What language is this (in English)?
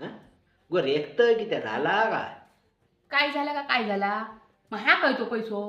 Konkani